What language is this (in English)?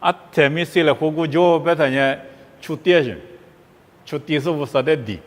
Lisu